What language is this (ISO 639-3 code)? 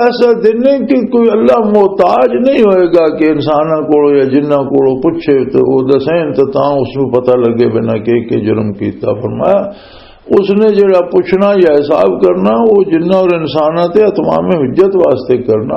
lah